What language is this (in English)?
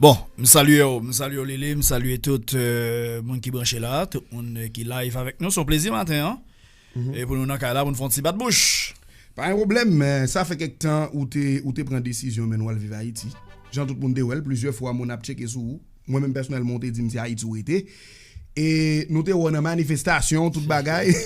Haitian Creole